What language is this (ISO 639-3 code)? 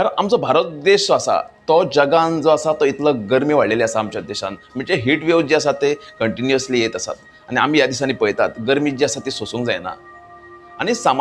kok